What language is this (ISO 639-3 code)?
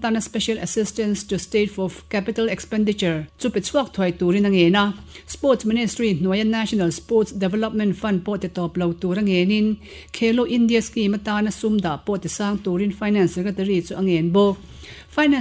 lus